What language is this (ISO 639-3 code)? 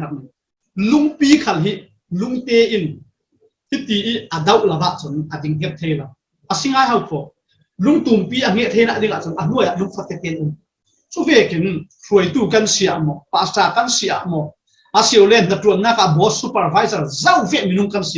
cfm